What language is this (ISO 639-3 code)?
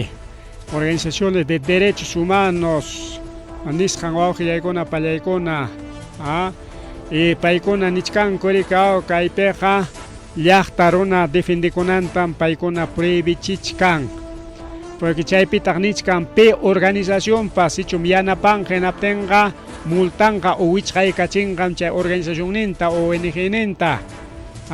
quy